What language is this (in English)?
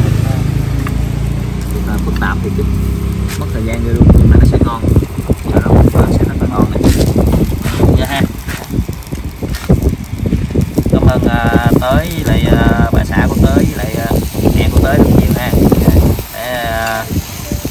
Vietnamese